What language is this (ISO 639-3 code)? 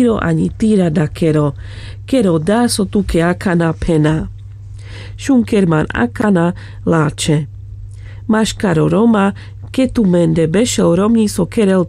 rmc